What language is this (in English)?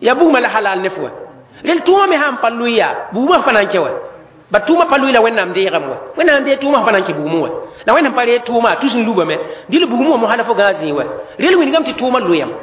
Mossi